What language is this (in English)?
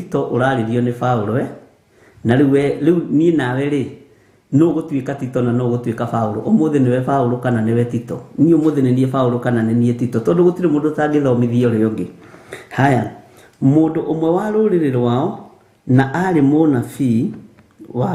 Kikuyu